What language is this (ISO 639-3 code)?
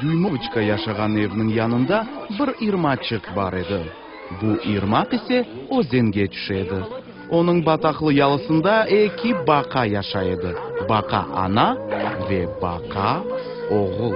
crh